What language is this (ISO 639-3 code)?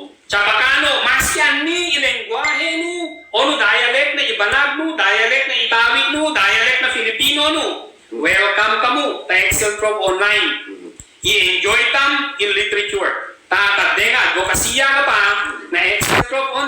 ibg